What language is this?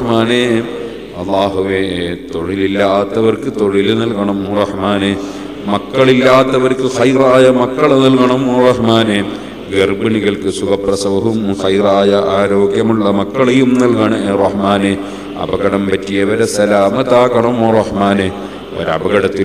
Malayalam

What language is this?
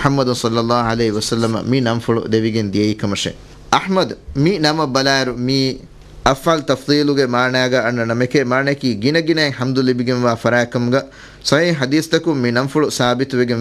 Divehi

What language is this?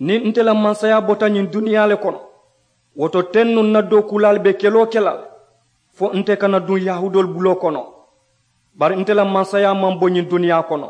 Mandingo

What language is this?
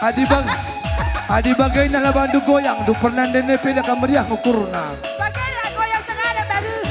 Batak Karo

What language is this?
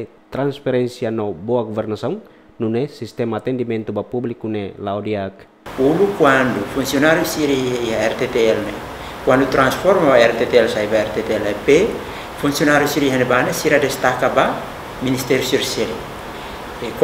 Tetum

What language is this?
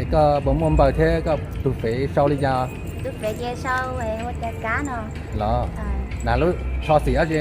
Hmong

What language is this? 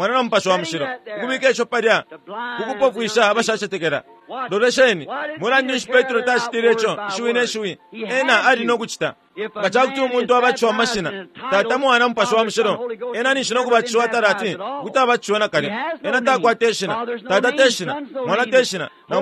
Bemba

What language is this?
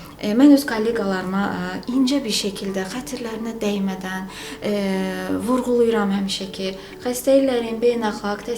Azerbaijani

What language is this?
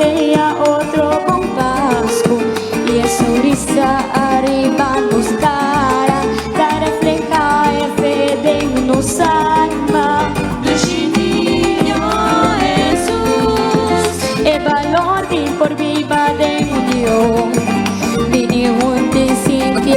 Papiamento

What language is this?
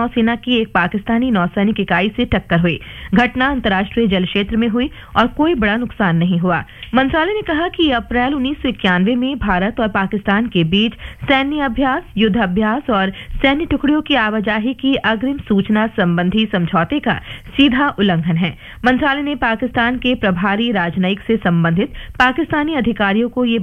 Hindi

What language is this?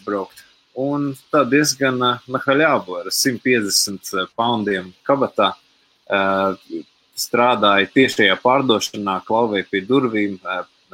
Latvian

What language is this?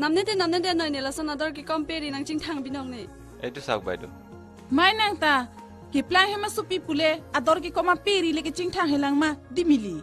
Karbi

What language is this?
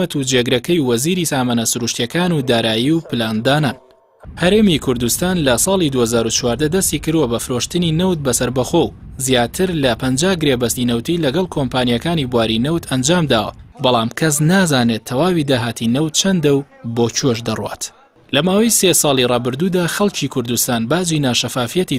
Central Kurdish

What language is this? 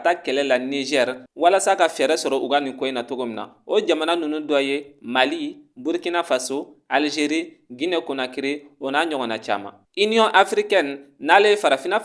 Bambara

